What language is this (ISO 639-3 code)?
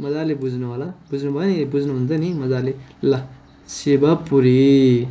nep